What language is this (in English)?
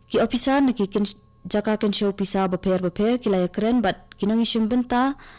Khasi